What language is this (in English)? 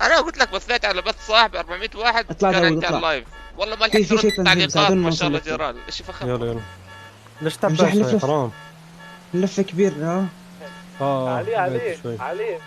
North Levantine Arabic